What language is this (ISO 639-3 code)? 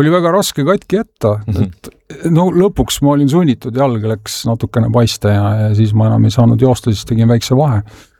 est